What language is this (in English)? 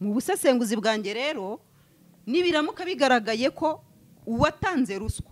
Kinyarwanda